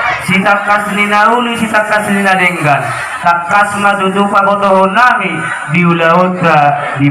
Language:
Batak Toba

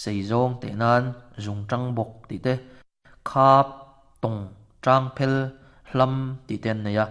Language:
Mizo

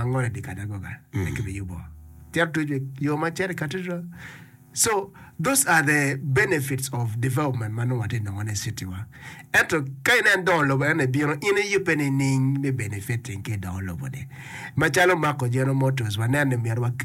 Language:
Acoli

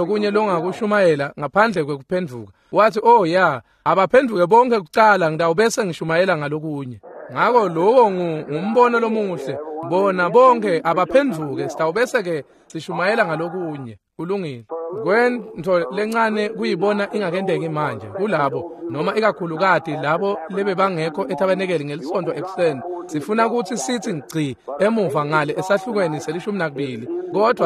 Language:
Swati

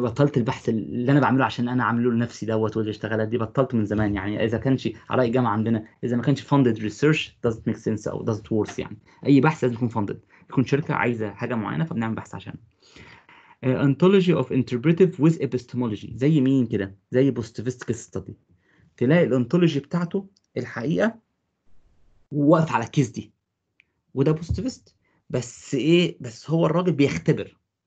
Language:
Egyptian Arabic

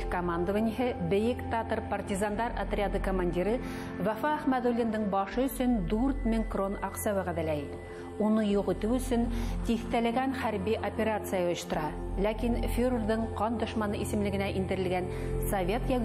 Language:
Bashkir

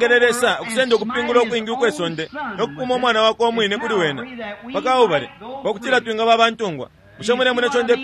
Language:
Bemba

